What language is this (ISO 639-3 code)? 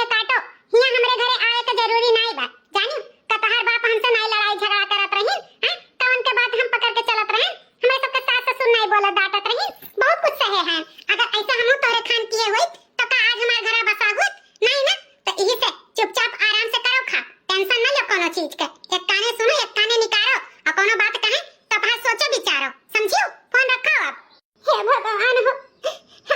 awa